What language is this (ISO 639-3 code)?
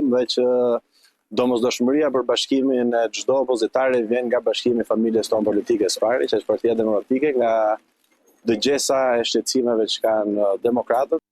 sqi